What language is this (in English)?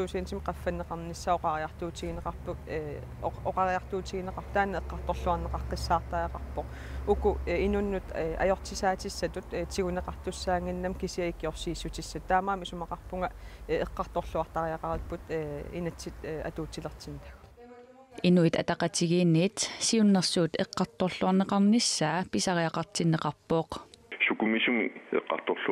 Kalaallisut